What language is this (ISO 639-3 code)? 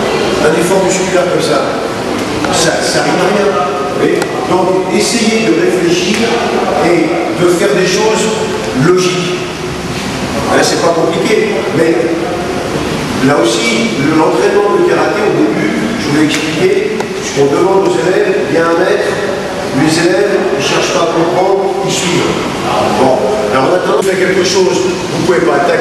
fra